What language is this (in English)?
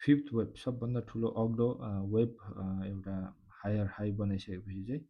Nepali